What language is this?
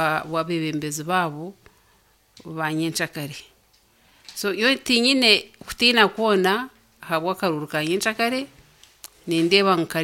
Nyankole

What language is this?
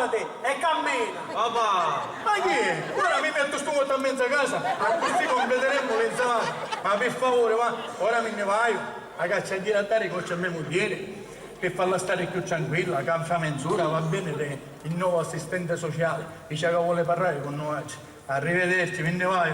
Sicilian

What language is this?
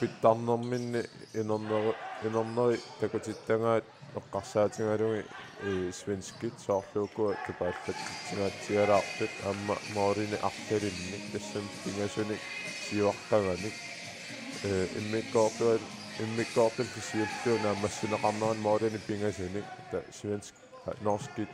Kalaallisut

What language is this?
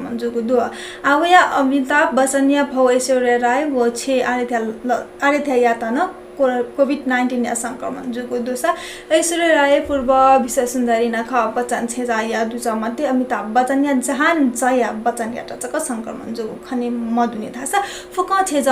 Newari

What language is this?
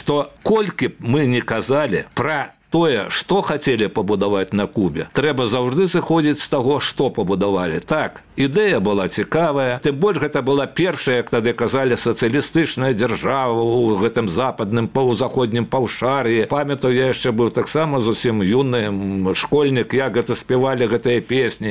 Belarusian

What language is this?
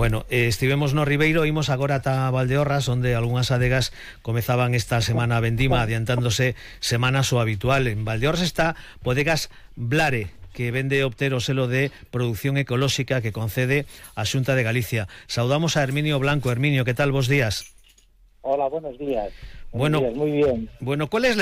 Galician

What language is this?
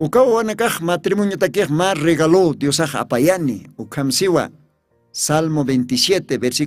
Aymara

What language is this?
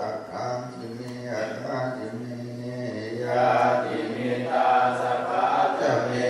Pali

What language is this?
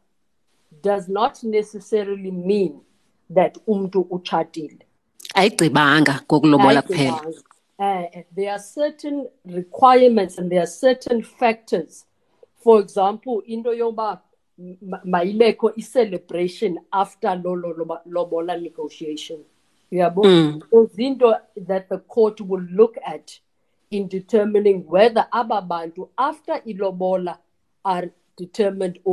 Xhosa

